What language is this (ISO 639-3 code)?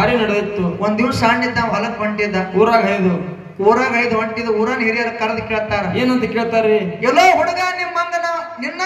kan